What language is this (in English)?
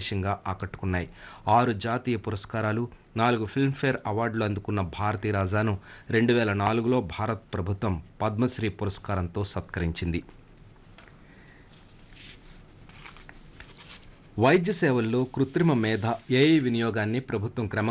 Telugu